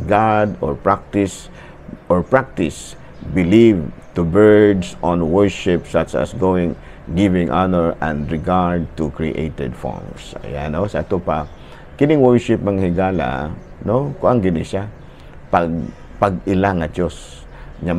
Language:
Cebuano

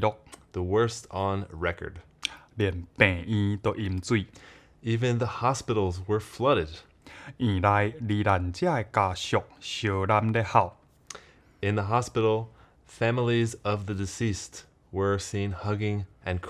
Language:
Min Nan Chinese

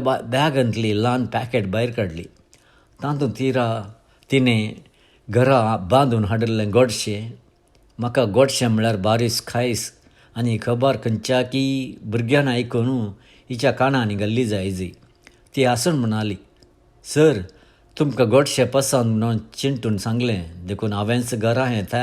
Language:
Konkani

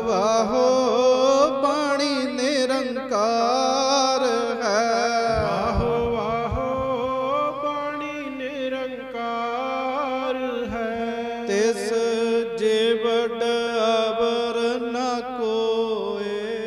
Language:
Punjabi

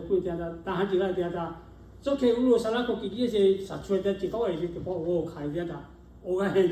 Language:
Lahu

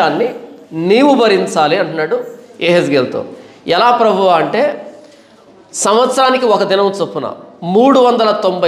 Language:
Telugu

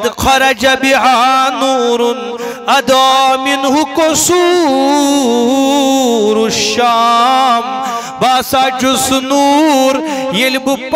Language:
Kashmiri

